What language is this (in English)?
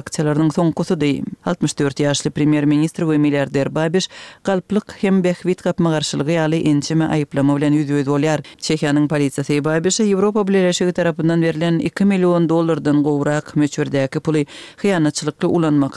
Turkmen